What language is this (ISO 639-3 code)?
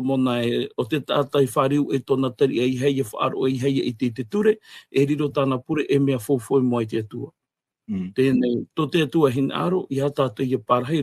tah